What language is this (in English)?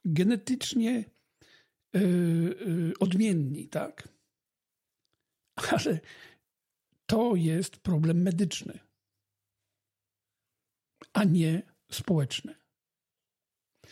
Polish